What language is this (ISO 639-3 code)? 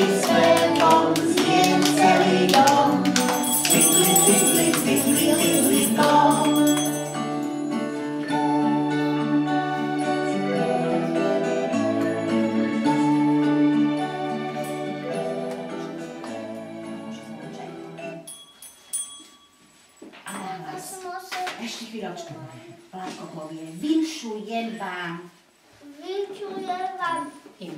slk